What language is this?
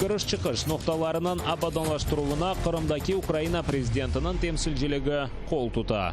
Crimean Tatar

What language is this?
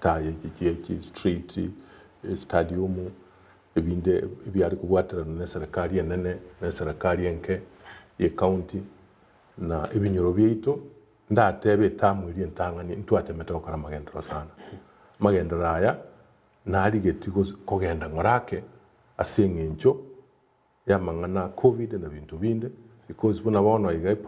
Gusii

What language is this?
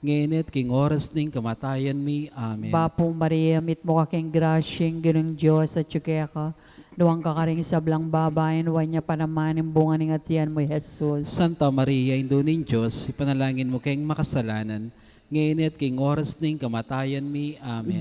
Pampanga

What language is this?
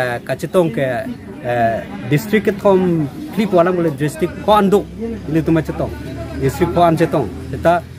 Karbi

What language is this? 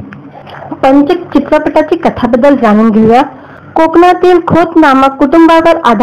Marathi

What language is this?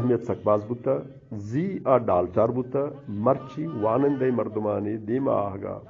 Eastern Balochi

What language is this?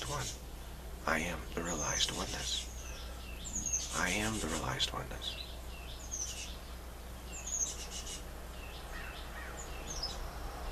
English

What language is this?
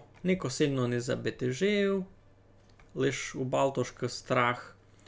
Rusyn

